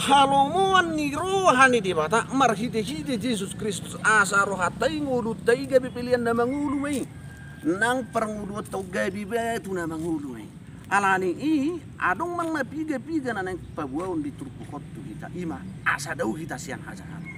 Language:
Batak Toba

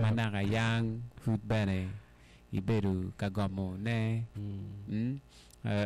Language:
Acoli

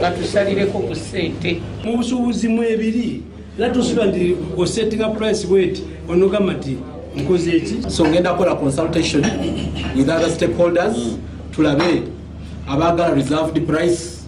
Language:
Ganda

